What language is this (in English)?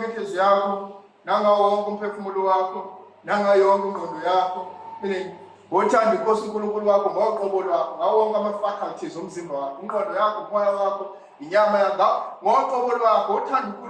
Zulu